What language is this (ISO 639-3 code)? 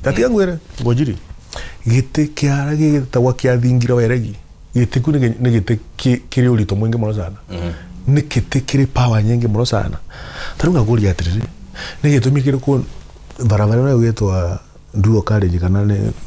kik